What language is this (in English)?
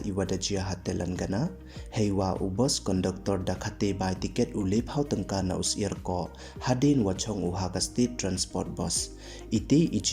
Pnar